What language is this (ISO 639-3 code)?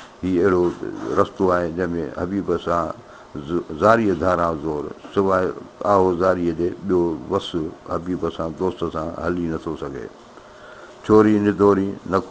snd